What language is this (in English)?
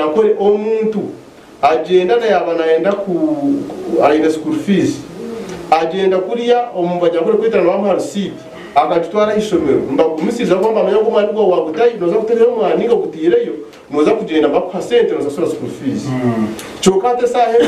Nyankole